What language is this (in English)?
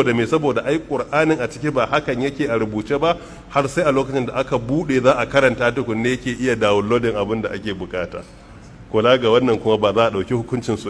Hausa